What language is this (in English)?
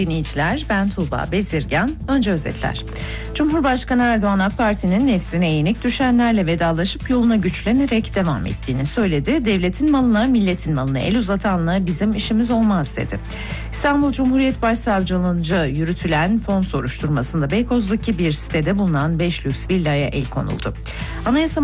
Turkish